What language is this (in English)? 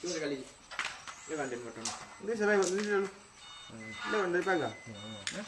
Minangkabau